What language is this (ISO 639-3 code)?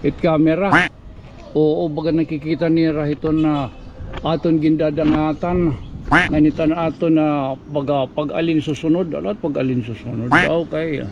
war